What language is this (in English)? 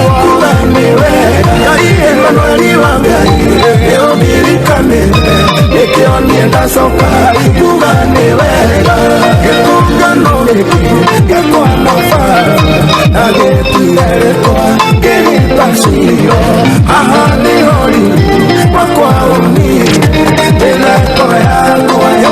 Kikuyu